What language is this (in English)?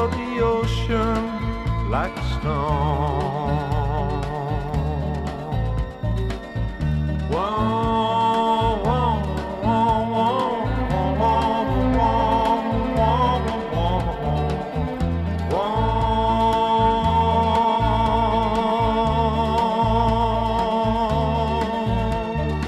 Icelandic